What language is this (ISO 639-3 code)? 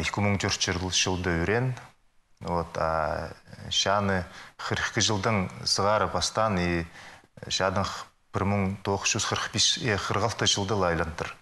kjh